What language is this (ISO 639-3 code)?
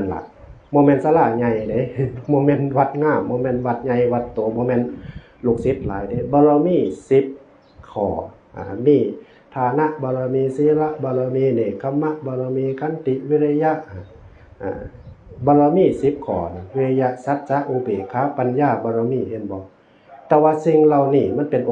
tts